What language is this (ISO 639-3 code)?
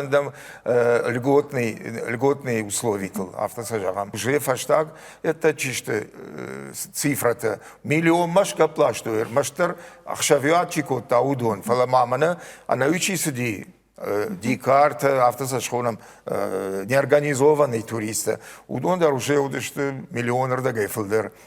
oss